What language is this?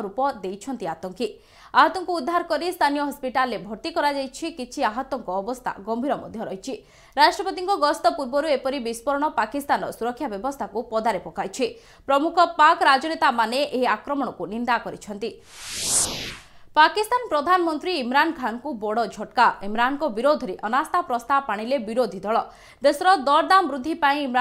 Odia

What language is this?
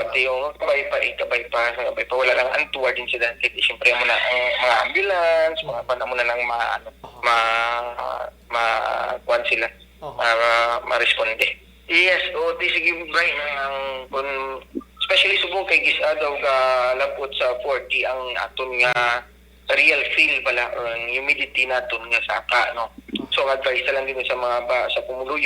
Hiligaynon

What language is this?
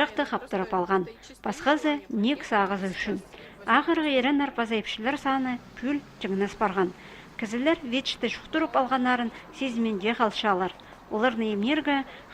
Khakas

